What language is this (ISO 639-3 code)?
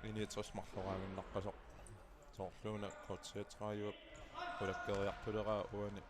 kal